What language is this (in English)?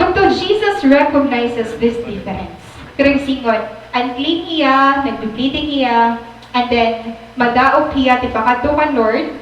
Waray